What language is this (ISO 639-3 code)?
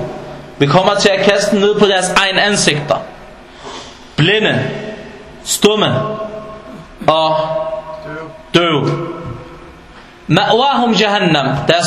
dan